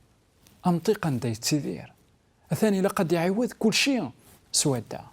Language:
Kabyle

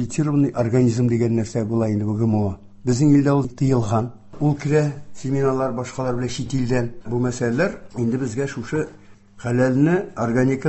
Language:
Tatar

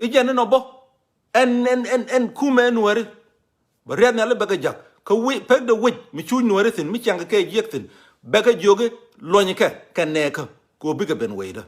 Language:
Nuer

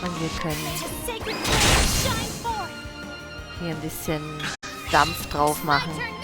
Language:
Swiss German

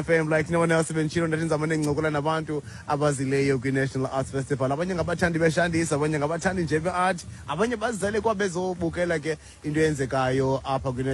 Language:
Xhosa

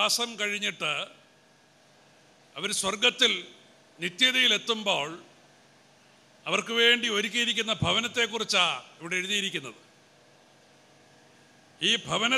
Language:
Malayalam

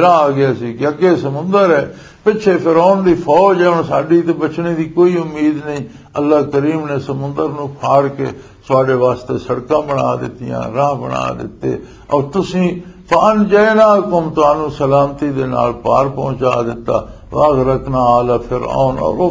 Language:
Western Panjabi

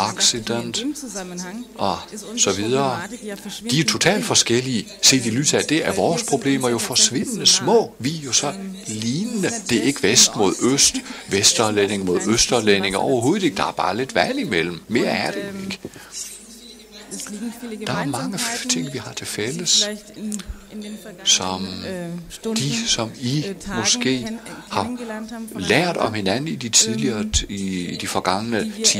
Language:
Danish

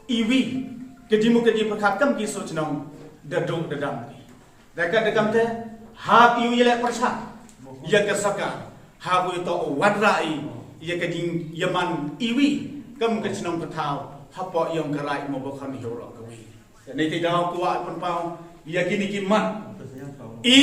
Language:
Pnar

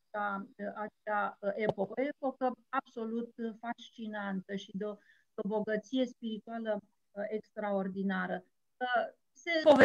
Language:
Romanian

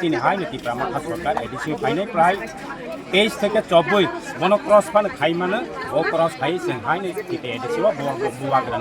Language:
Kok Borok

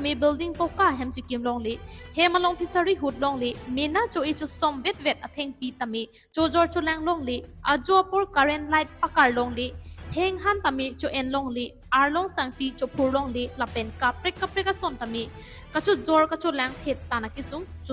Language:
Karbi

